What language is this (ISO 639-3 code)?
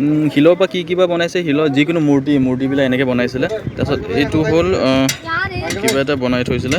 asm